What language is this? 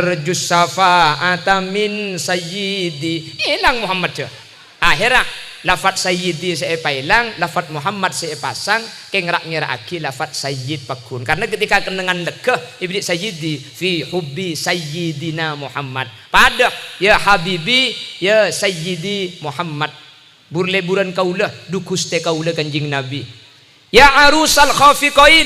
Madurese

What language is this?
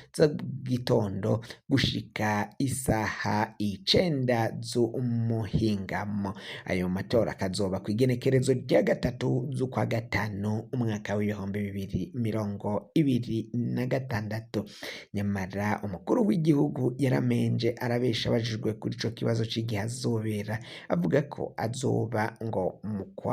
Rundi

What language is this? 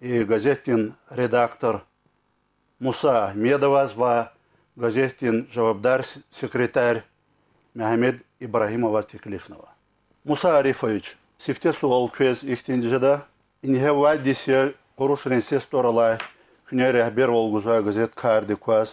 Lezghian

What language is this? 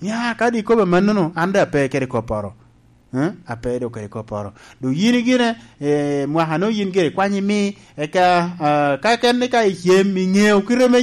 Lango (Uganda)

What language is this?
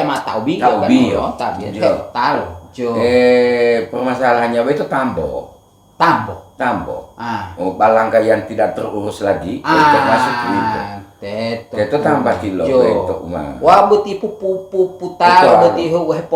Gorontalo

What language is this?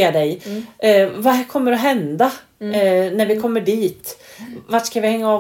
Swedish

